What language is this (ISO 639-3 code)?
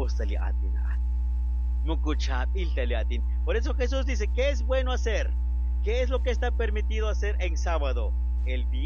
kek